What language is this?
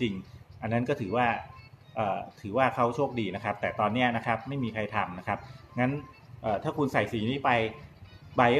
Thai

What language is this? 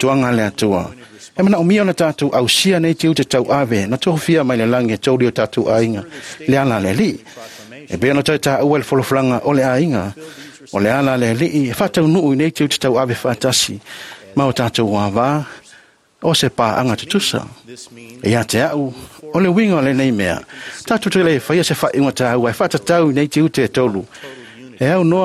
Samoan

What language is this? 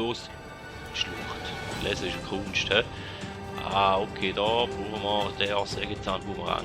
Swiss German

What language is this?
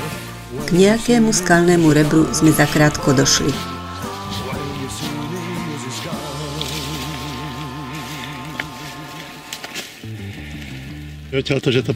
Slovak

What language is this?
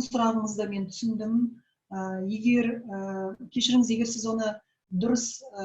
Kazakh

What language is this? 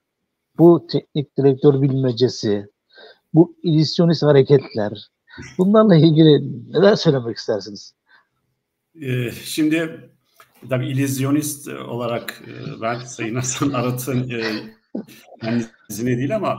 Turkish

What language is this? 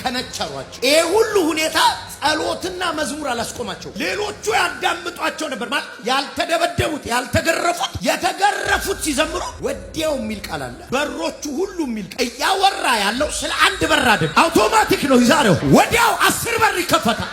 Amharic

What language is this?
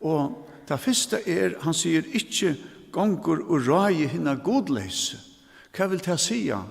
Faroese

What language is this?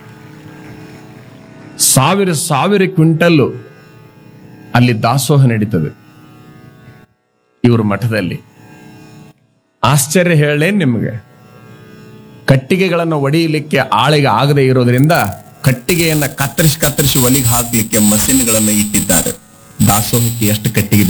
Kannada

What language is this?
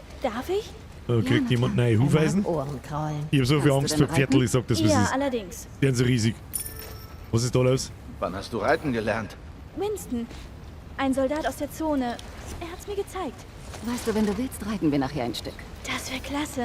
Bavarian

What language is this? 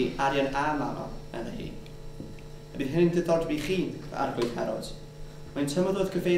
Welsh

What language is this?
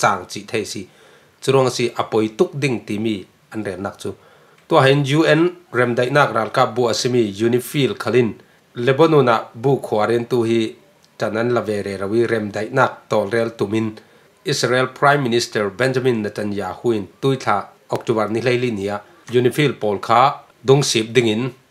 Falam Chin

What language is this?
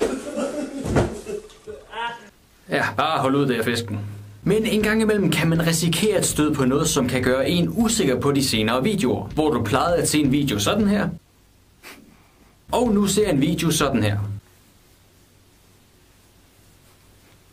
Danish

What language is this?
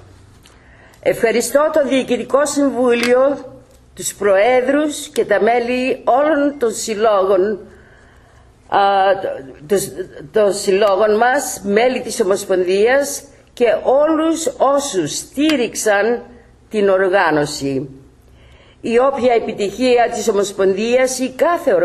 Greek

